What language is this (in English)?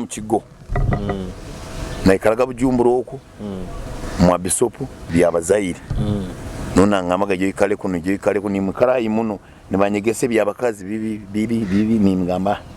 Nyoro